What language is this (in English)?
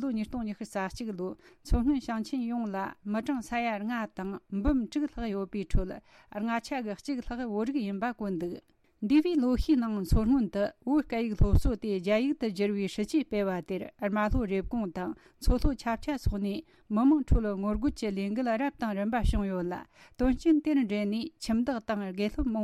Tibetan